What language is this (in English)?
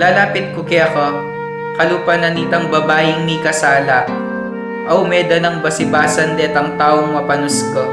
Pampanga